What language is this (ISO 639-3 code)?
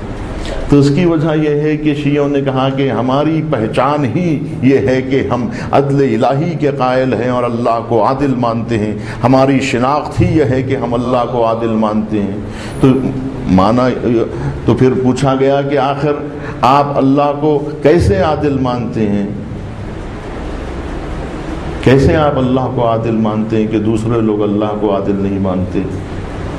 urd